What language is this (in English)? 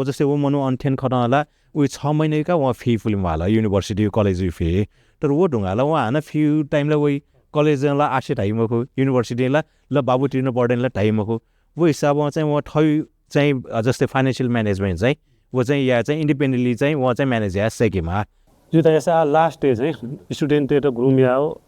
Newari